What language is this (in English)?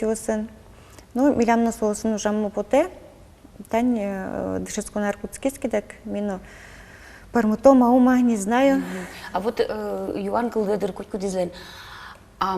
Udmurt